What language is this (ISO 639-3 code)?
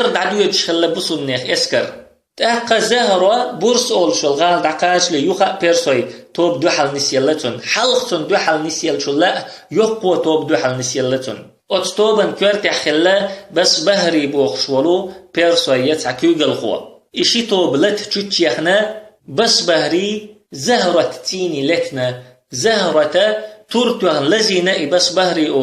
che